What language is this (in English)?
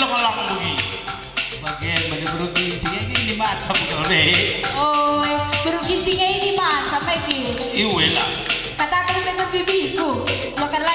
Batak Karo